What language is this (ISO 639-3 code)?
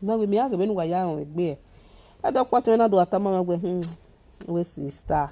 pcm